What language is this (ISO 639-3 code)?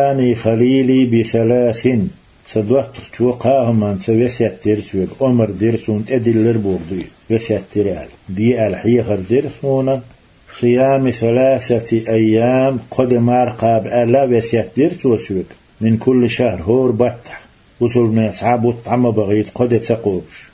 che